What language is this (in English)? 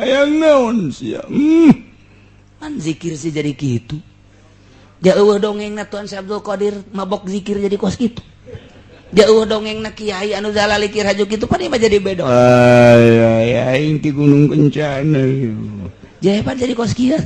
Sundanese